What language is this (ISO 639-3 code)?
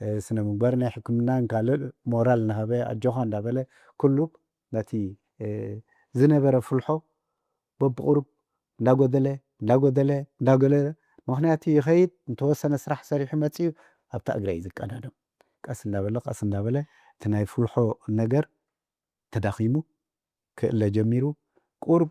tir